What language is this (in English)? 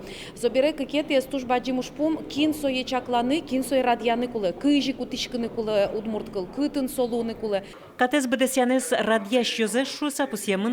Udmurt